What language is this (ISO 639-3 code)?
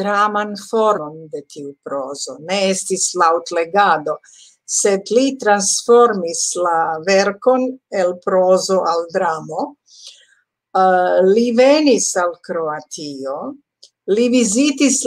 epo